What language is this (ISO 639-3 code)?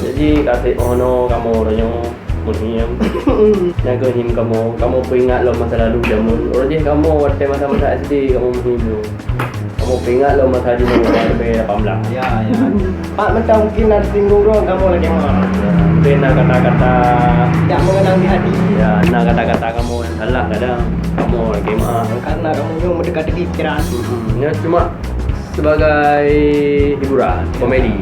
ace